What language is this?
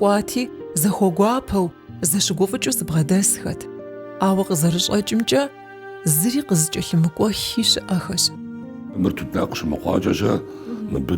Kabardian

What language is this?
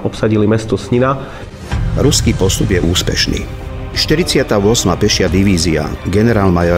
Slovak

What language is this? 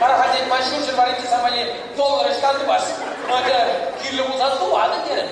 Chuvash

